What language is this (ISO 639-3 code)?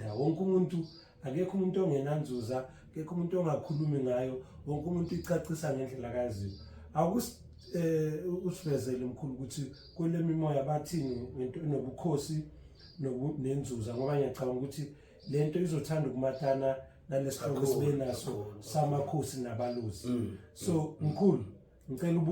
zul